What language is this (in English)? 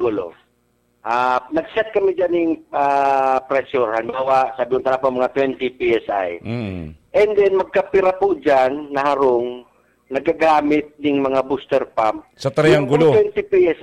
Bikol